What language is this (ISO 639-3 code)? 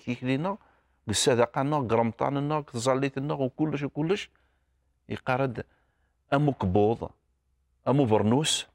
kab